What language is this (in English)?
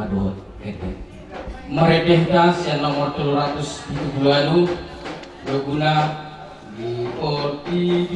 Batak Toba